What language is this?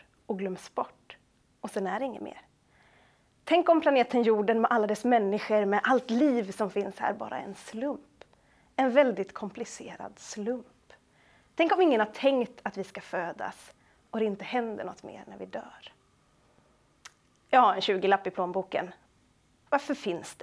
Swedish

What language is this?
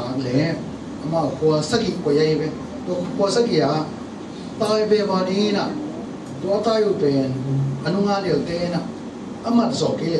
Tedim Chin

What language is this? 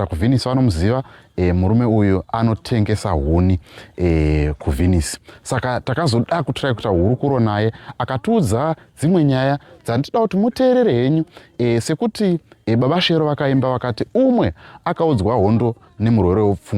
Shona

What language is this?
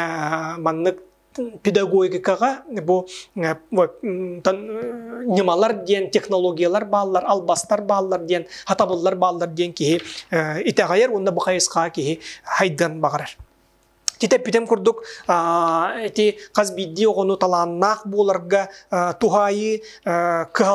Yakut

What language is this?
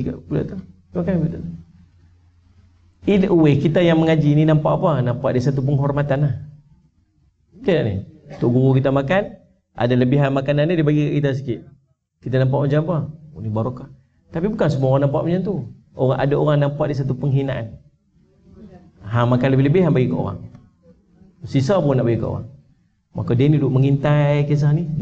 Malay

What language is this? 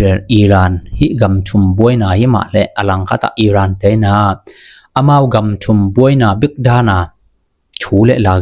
Tedim Chin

